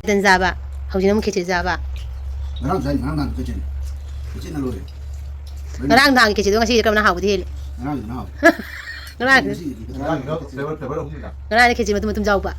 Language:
Manipuri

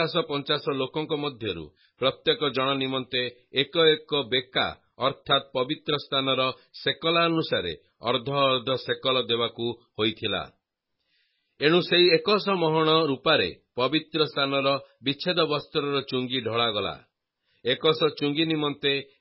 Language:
Odia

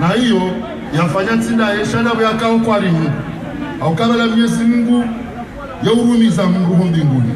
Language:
Ngazidja Comorian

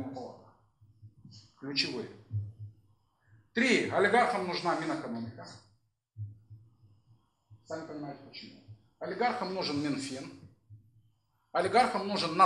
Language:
Russian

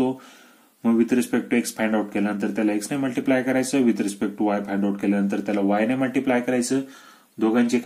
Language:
Marathi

